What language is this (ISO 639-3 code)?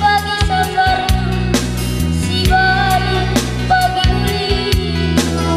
btx